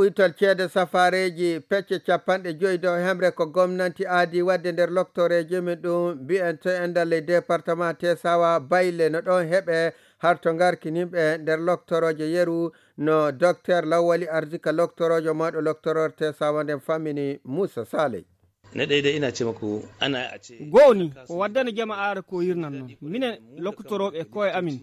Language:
Nigerian Fulfulde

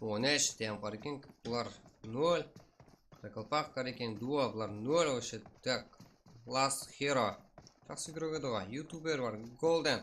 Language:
Kara-Kalpak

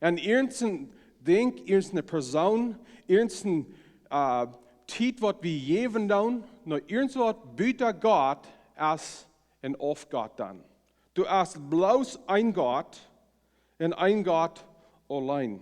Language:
Plautdietsch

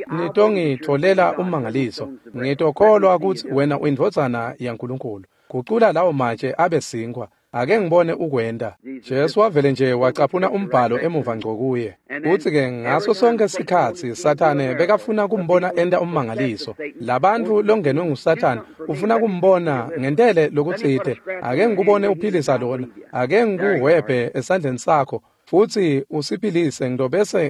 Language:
Swati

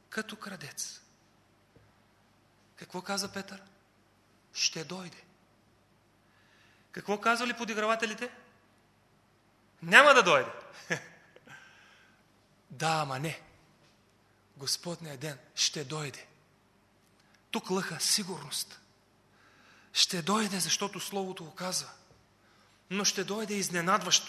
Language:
Bulgarian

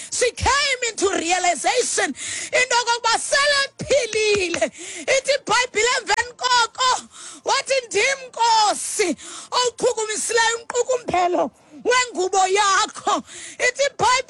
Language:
Xhosa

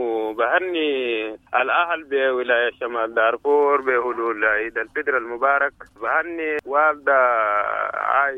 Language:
Sudanese Arabic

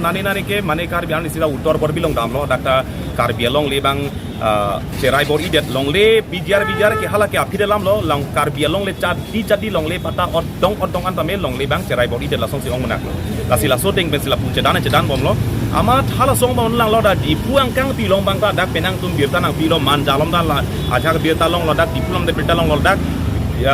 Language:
Karbi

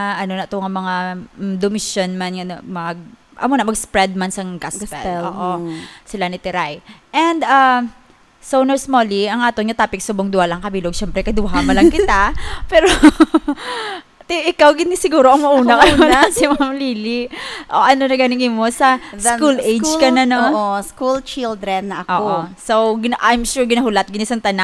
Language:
Hiligaynon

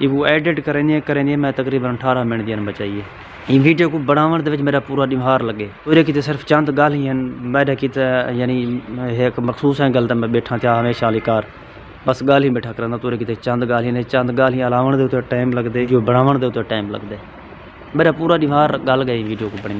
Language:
Saraiki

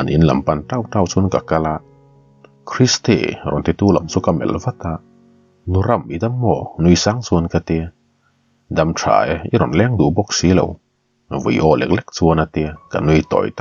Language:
Mizo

